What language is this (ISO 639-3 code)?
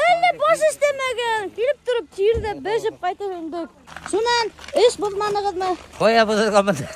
bak